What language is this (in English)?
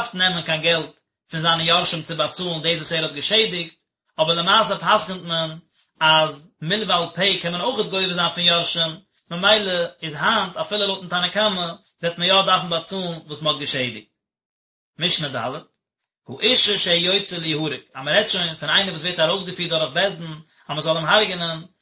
Yiddish